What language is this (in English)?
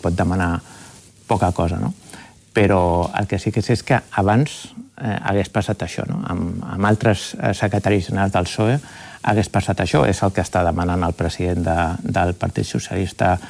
Catalan